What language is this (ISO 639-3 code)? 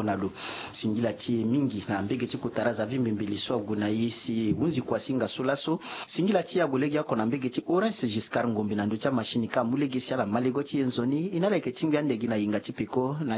sag